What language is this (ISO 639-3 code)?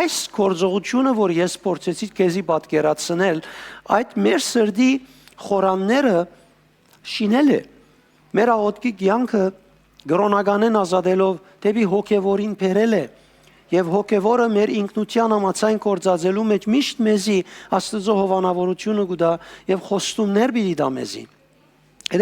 hyw